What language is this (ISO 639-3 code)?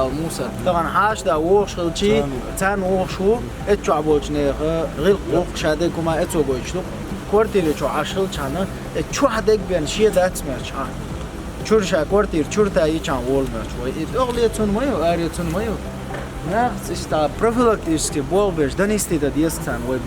che